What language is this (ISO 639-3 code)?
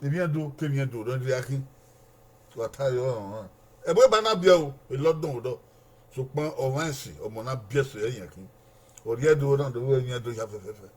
bin